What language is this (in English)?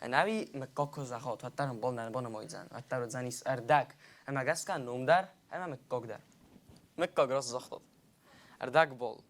Ossetic